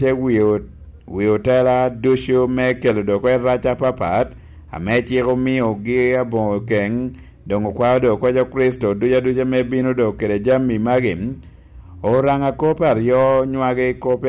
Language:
Lango (Uganda)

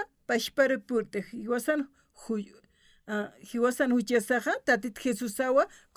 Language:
Aymara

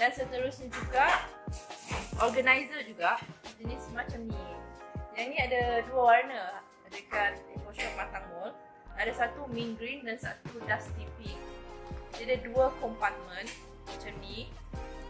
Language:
Malay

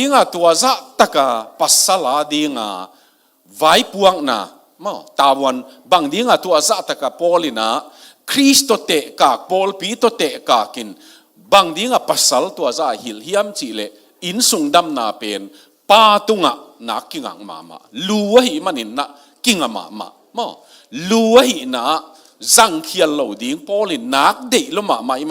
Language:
Tedim Chin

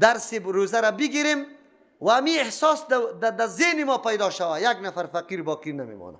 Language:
Persian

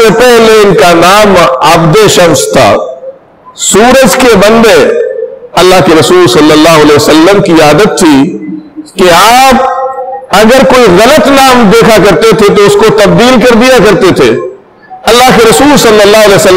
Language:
Urdu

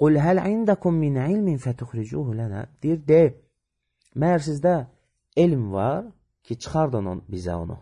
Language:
Azerbaijani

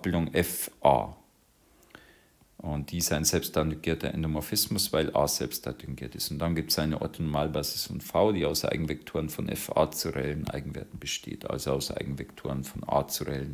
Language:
German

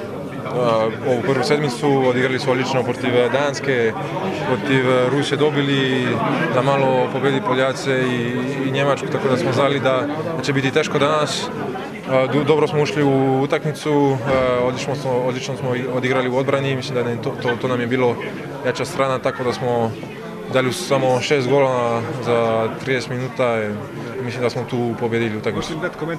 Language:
Croatian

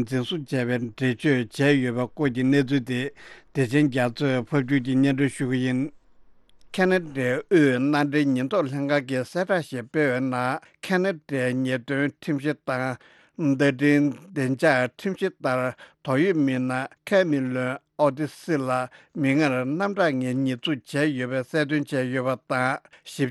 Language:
Tibetan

